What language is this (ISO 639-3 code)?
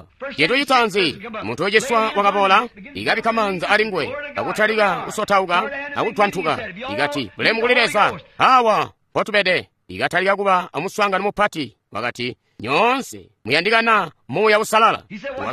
toi